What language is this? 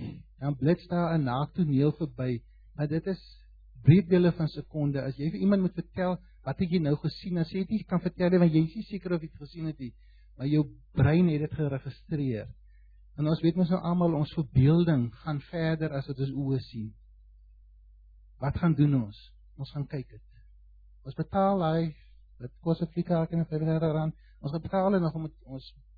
Afrikaans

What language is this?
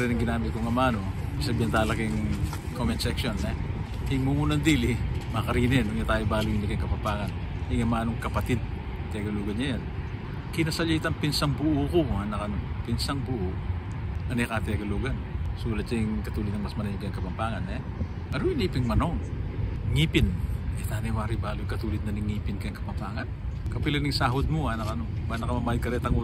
Pampanga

